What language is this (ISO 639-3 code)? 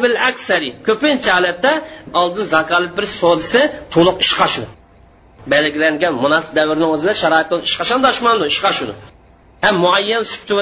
uig